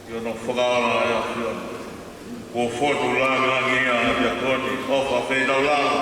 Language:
Tongan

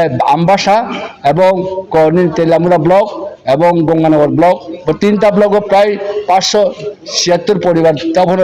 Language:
Riang (India)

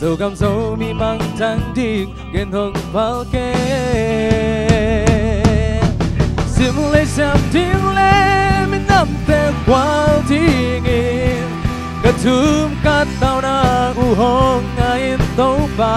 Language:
Tedim Chin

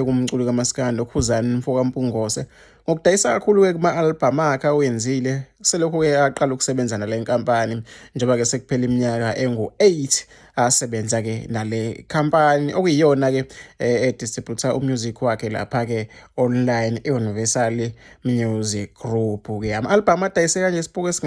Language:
Zulu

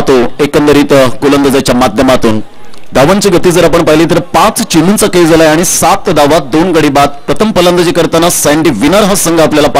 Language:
Marathi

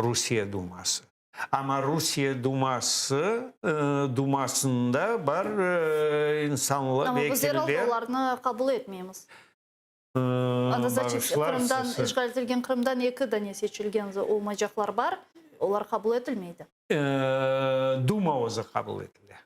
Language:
Crimean Tatar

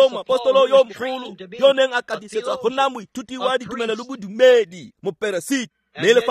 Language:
Tswana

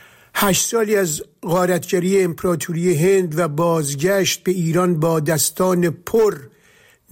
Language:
Persian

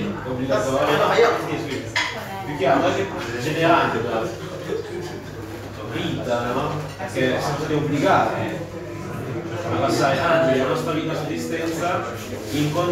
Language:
Italian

